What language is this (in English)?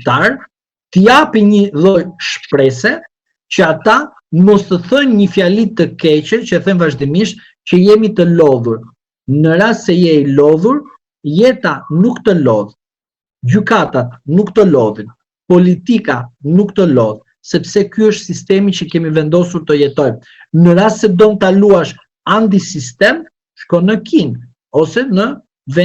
Albanian